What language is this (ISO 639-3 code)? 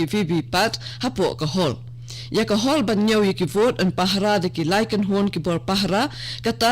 kha